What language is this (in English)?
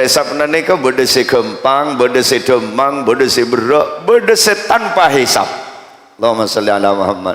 Madurese